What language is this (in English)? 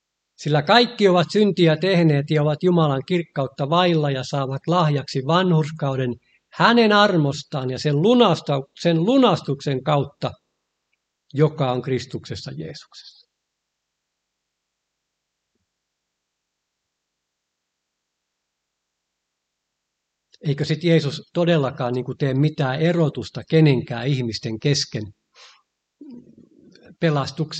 Finnish